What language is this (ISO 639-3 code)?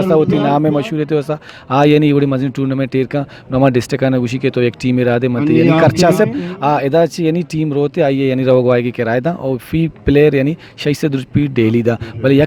bgp